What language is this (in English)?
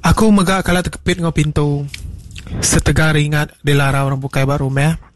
Iban